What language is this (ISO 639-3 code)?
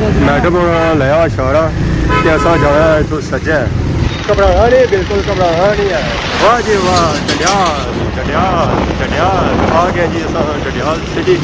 phr